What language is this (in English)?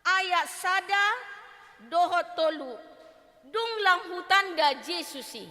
Batak Toba